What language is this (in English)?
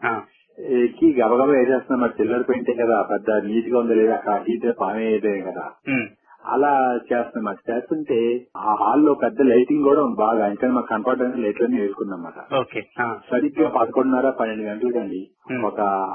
Telugu